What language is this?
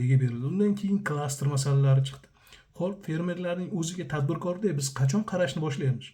Uzbek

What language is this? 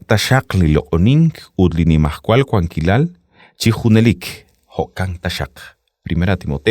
Kekchí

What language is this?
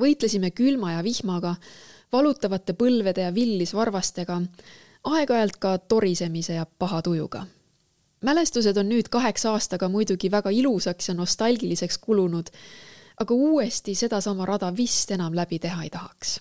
Estonian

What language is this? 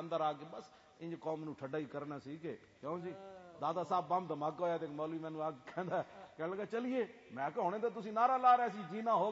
Western Panjabi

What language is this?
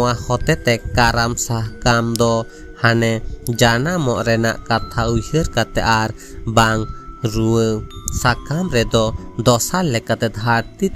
Santali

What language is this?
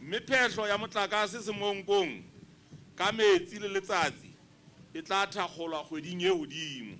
Southern Sotho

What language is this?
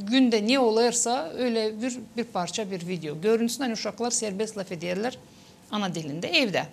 Gagauz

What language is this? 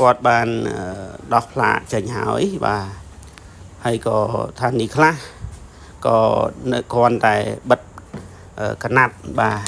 Khmer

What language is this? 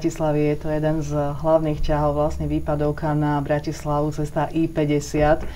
Slovak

